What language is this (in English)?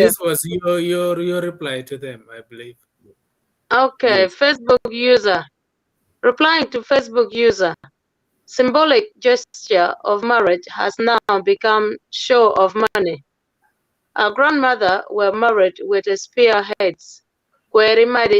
Acoli